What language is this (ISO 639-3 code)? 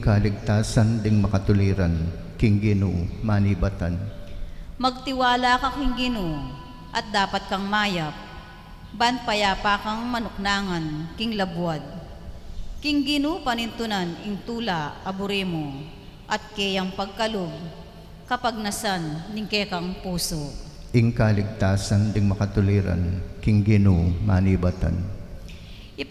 pam